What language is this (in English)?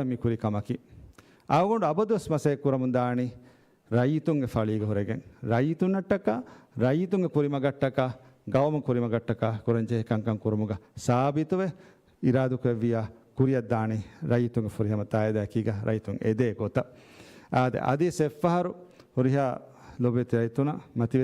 Divehi